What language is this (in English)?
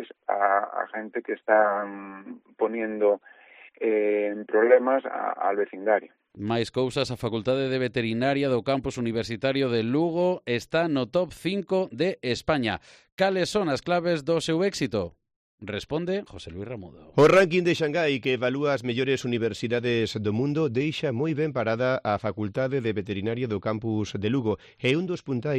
Galician